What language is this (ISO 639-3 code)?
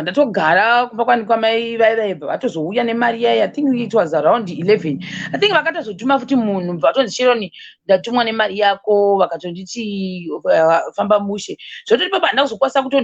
sna